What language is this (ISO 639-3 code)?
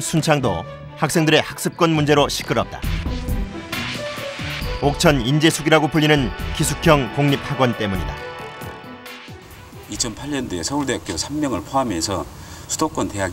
kor